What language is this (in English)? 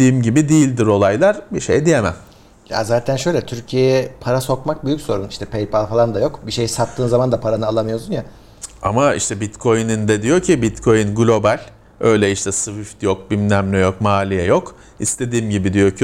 Turkish